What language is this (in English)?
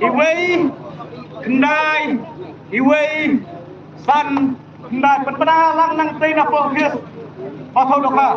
Khasi